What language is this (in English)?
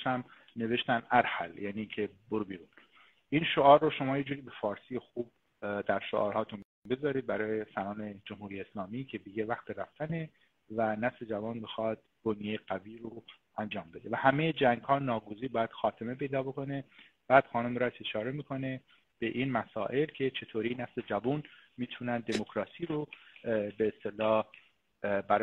Persian